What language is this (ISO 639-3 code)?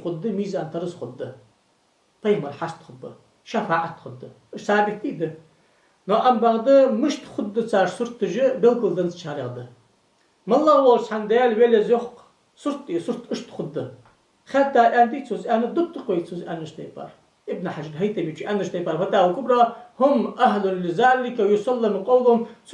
inh